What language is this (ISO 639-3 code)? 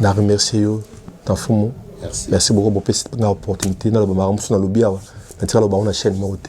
lin